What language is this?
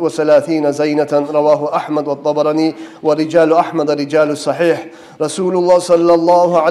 Kumyk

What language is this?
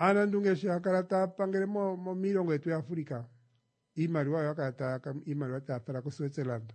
Kuanyama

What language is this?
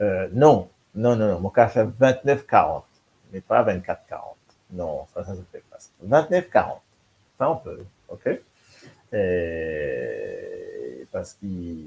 Morisyen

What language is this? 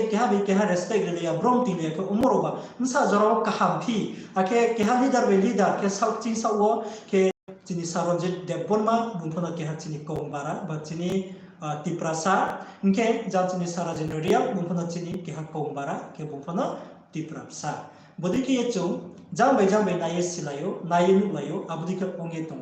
Riang (India)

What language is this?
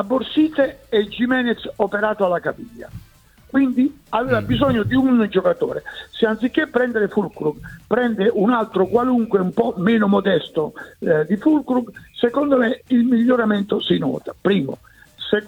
Italian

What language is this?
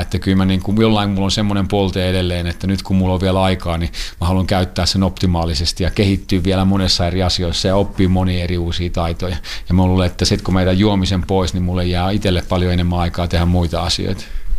Finnish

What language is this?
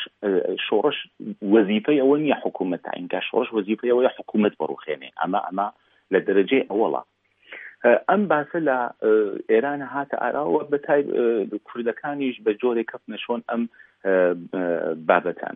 Central Kurdish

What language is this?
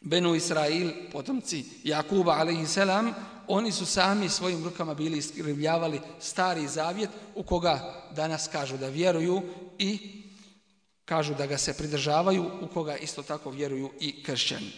Bosnian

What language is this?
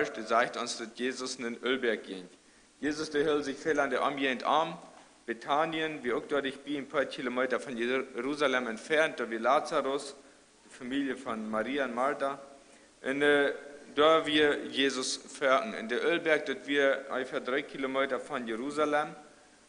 Plautdietsch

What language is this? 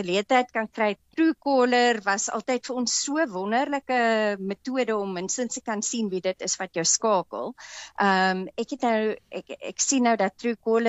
Afrikaans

